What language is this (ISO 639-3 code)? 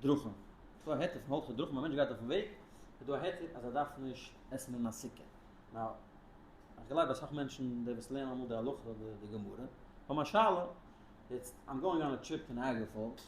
yid